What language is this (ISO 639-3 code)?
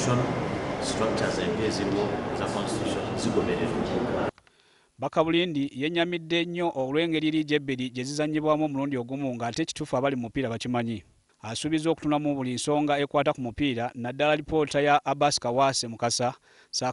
lug